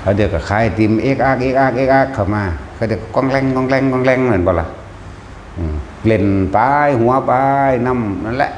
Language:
Northeastern Thai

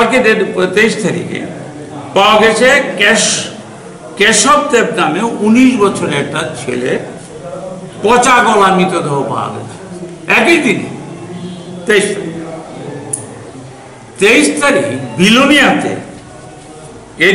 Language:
Bangla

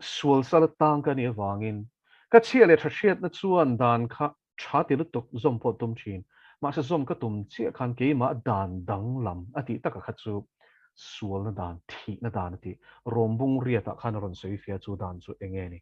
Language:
Mizo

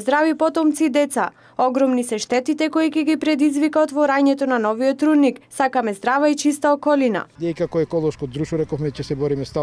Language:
Macedonian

